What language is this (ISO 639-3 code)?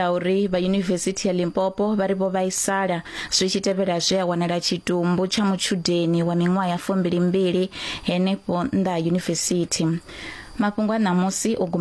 ven